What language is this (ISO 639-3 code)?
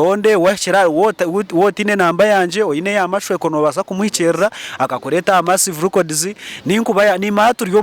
nyn